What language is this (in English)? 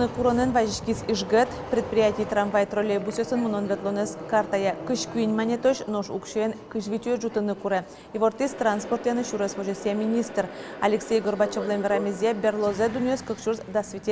Udmurt